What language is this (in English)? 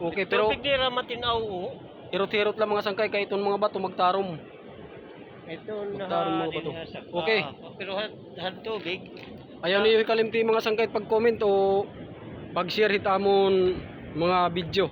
Waray